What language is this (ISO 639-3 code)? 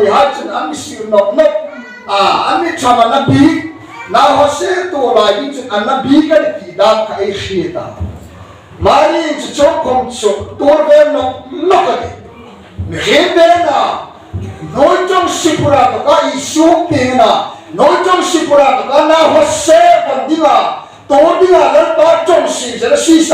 hmr